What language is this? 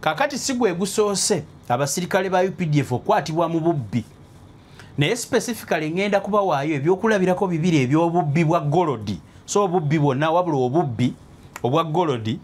Ganda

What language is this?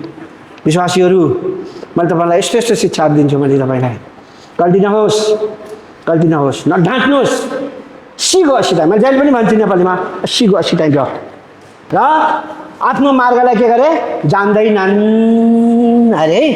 Nepali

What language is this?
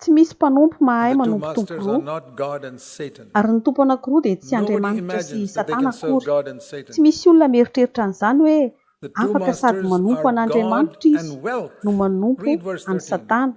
Malagasy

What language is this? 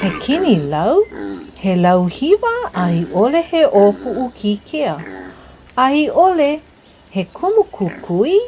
Hawaiian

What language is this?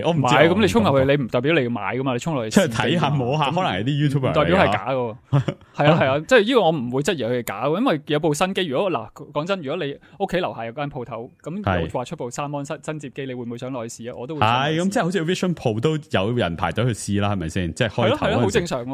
Cantonese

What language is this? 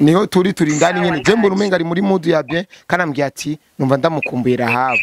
Rundi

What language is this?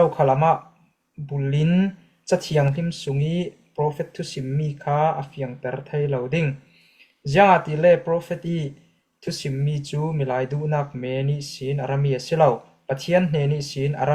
Falam Chin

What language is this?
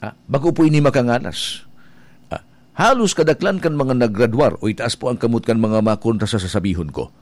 Bikol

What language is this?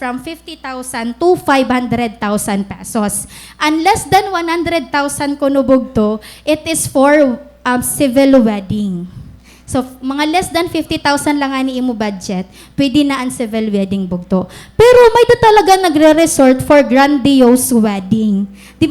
Waray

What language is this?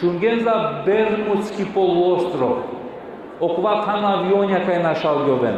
Balkan Romani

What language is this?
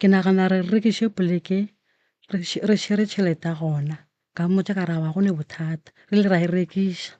Northern Sotho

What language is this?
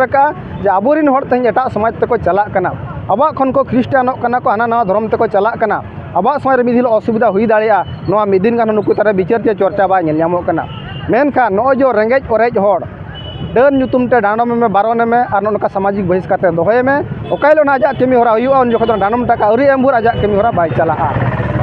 Santali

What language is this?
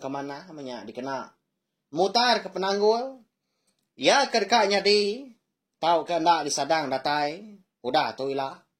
Iban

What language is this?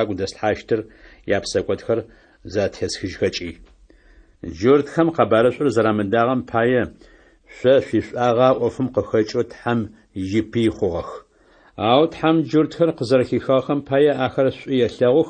Adyghe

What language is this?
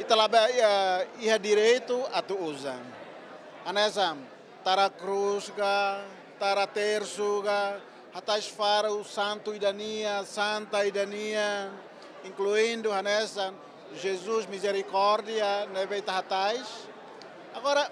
Tetum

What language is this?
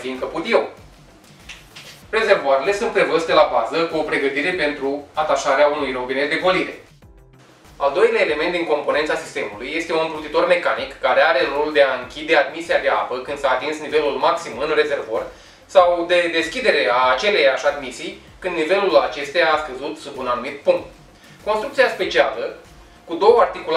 Romanian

